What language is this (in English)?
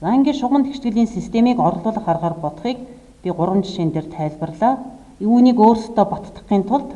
Mongolian